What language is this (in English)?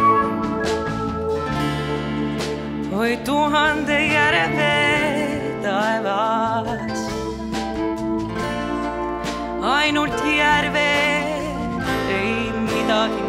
Estonian